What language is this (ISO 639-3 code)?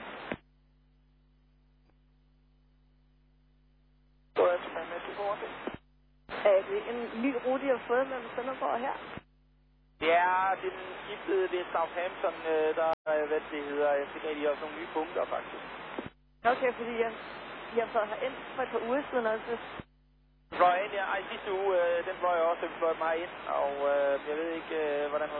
dan